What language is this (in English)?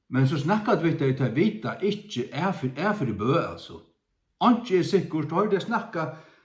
Faroese